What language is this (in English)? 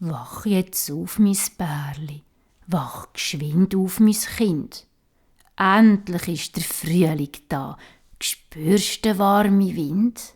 Swiss German